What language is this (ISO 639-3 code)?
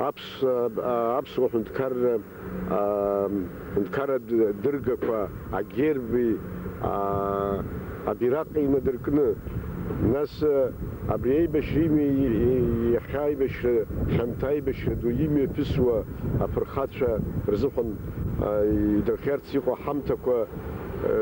abk